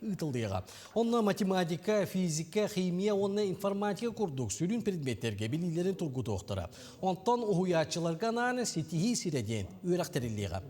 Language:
Yakut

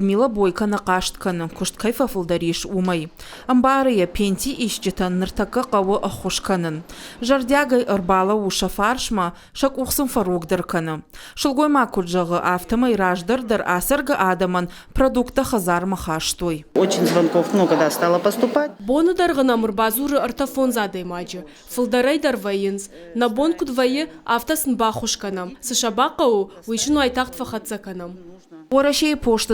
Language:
Ossetic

